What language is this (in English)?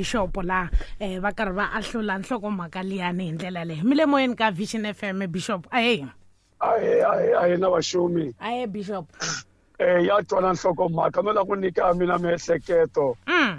Tsonga